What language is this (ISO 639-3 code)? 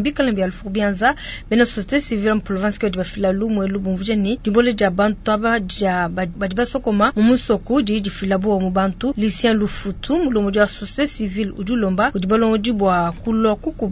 lua